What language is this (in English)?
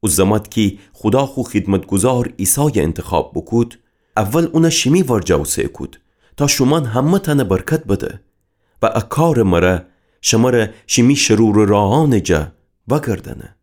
Gilaki